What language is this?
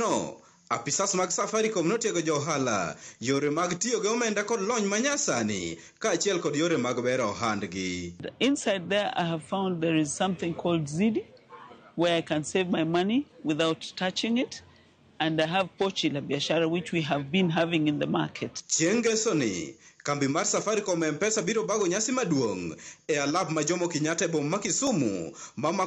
Luo (Kenya and Tanzania)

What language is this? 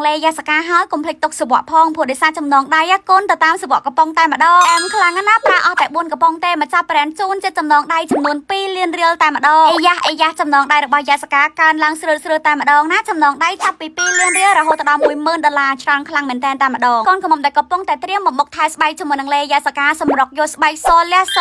Khmer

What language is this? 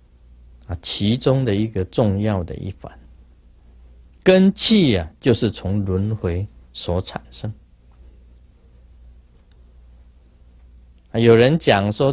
Chinese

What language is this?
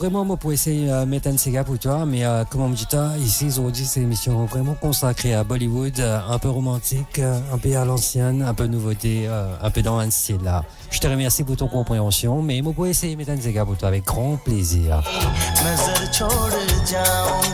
Morisyen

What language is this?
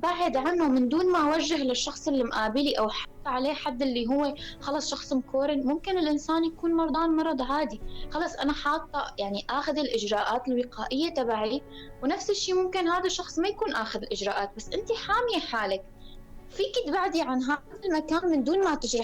North Levantine Arabic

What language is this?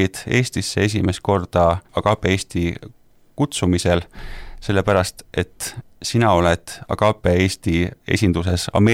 Estonian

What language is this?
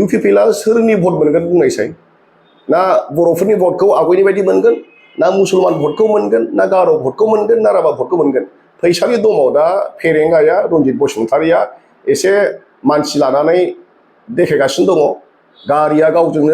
Bodo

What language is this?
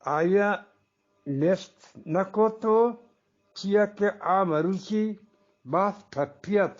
Eastern Balochi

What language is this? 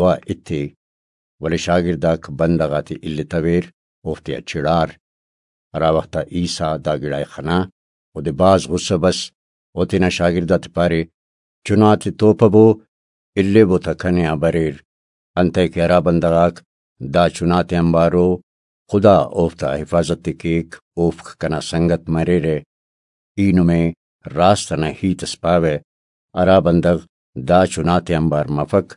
Brahui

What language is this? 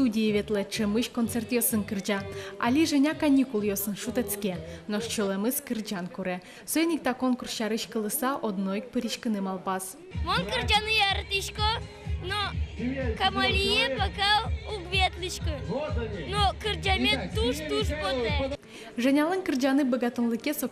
Udmurt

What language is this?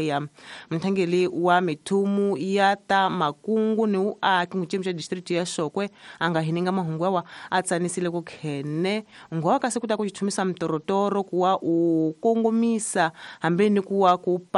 Tsonga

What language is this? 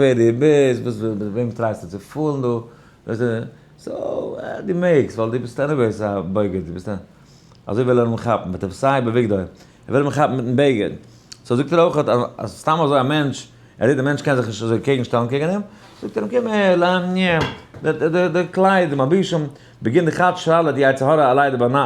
Yiddish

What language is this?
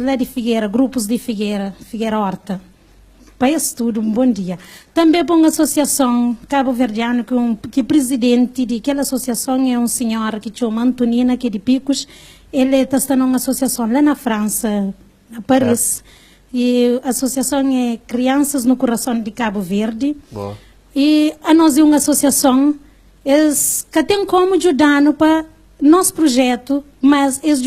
Kabuverdianu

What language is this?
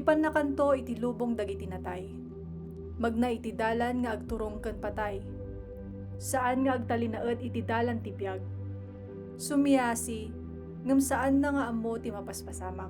Iloko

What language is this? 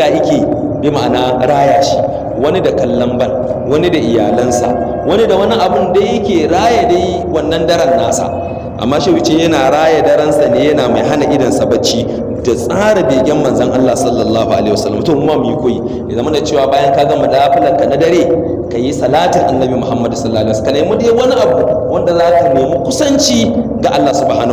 Hausa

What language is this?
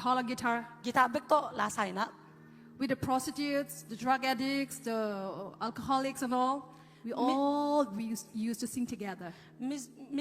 Tedim Chin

